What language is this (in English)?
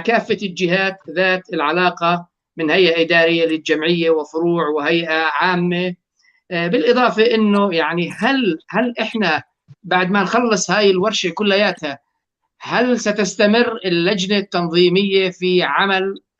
North Levantine Arabic